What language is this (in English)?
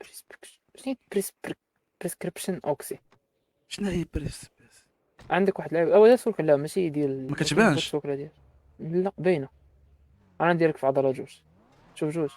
Moroccan Arabic